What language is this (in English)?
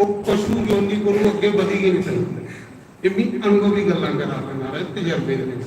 Dogri